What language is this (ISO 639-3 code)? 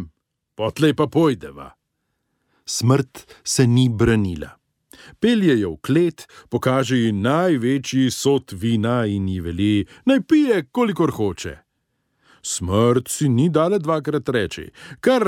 slv